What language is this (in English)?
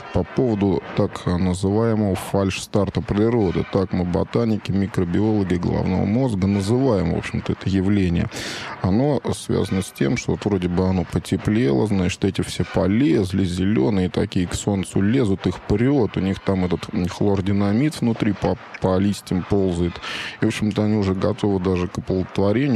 Russian